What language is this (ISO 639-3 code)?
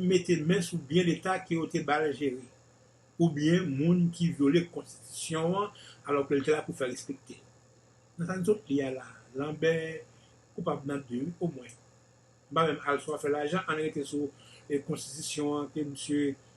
hat